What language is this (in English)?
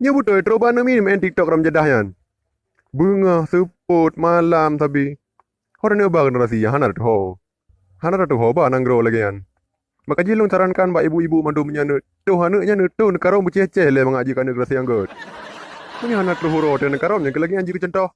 Achinese